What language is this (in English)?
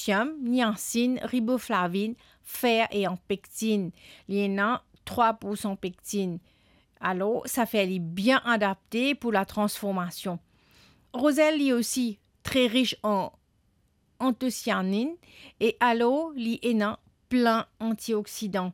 Morisyen